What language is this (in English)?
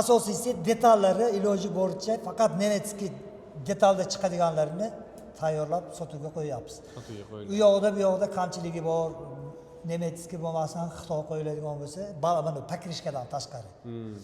Uzbek